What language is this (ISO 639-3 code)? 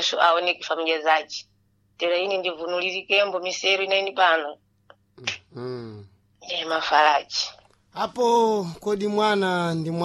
seh